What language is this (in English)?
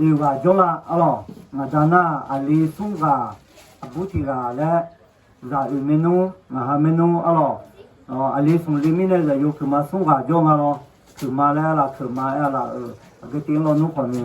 Akha